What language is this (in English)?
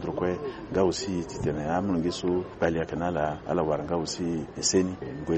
Sango